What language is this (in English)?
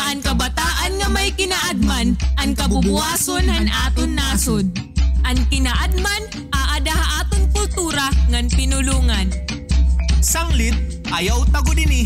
Waray